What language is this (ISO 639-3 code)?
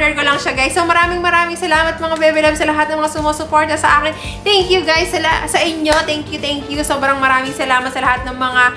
fil